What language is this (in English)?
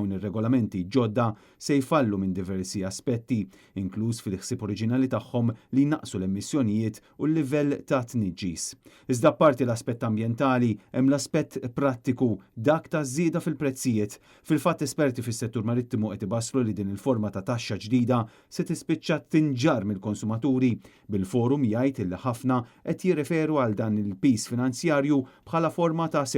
Maltese